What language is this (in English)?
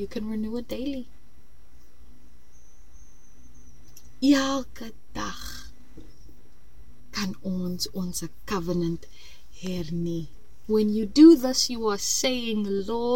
Afrikaans